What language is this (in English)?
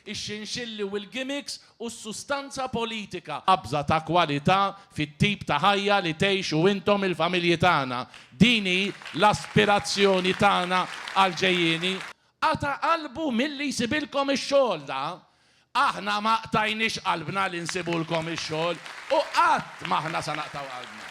Maltese